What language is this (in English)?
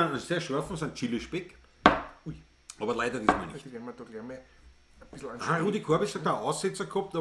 Bavarian